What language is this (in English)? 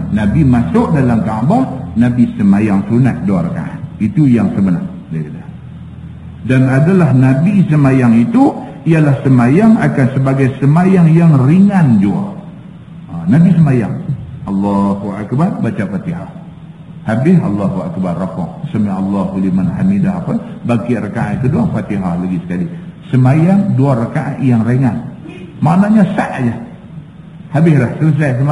Malay